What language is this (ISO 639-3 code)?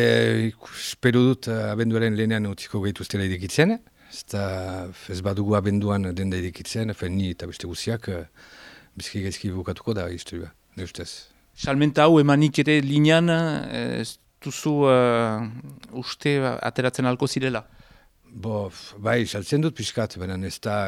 eus